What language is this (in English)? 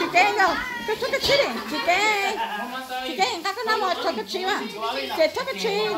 Hmong